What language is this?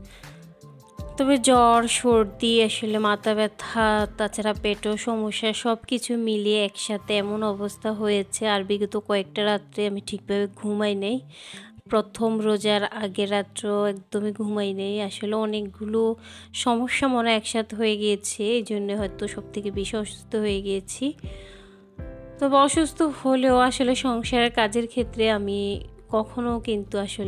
Bangla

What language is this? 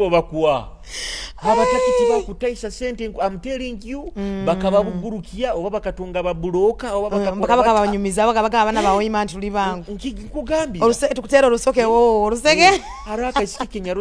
Nyoro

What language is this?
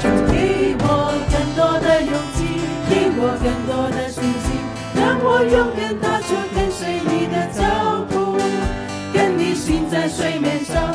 Cantonese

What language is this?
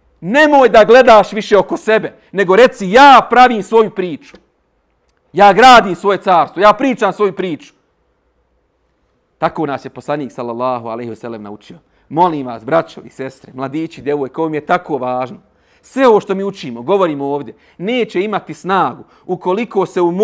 Bosnian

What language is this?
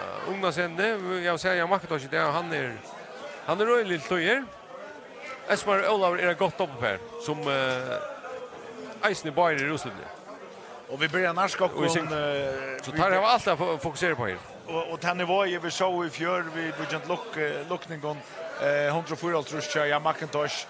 Faroese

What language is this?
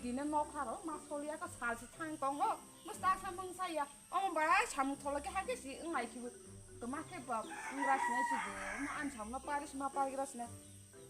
Kok Borok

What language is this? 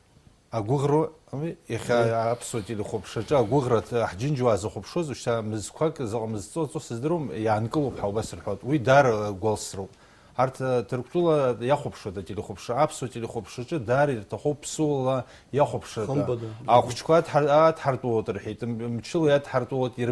Abkhazian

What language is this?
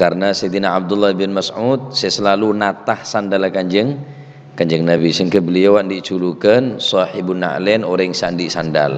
Madurese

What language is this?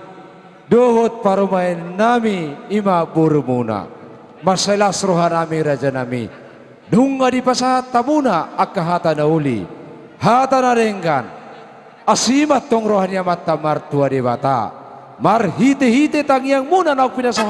Batak Toba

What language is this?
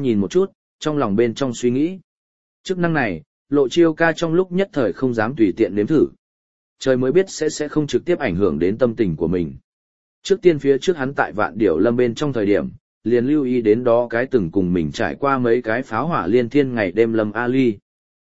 Vietnamese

